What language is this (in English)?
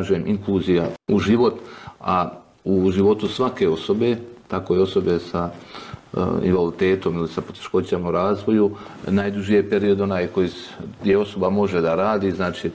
Bosnian